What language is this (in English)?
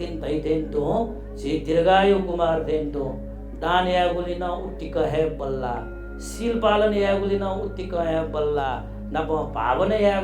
Newari